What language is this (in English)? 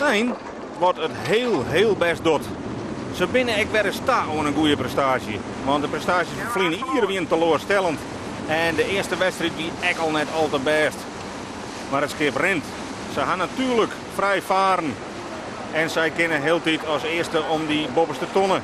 Western Frisian